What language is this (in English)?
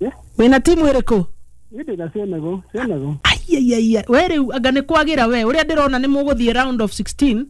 Kikuyu